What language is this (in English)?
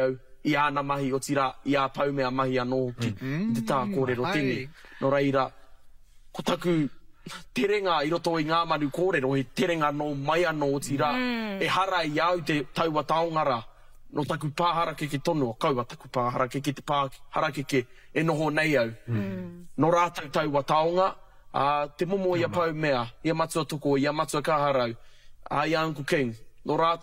Māori